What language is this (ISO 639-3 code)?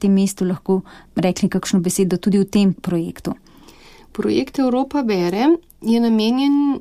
slv